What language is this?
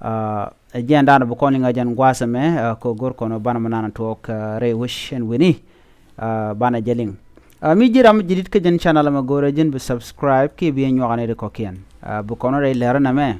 Nuer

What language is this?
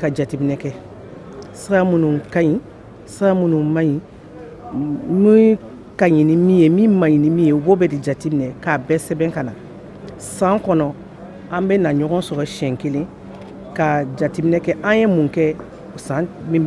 Bambara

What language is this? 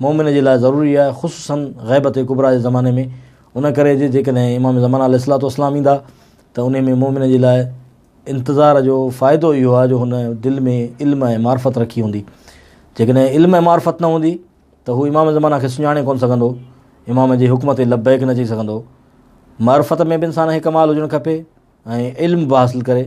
Sindhi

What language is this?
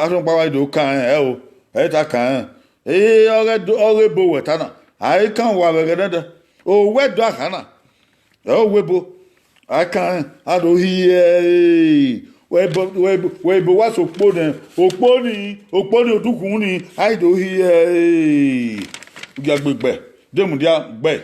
Bini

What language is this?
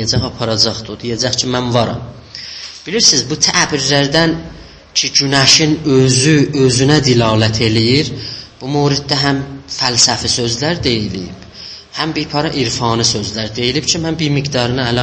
South Azerbaijani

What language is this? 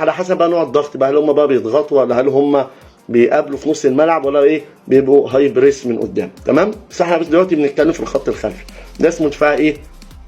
Egyptian Arabic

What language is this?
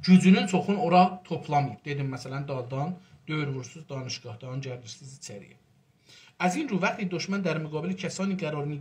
South Azerbaijani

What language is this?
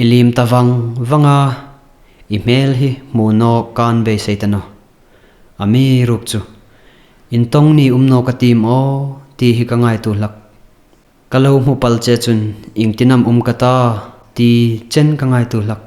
Hmar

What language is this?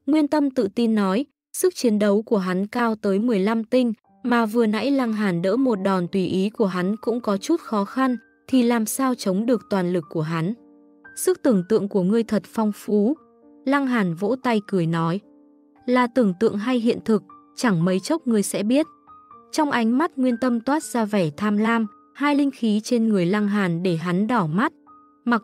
Vietnamese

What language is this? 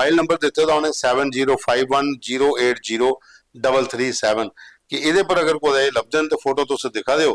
Dogri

